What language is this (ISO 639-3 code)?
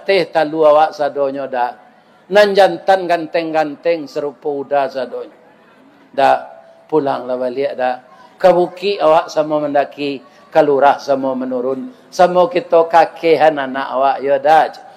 min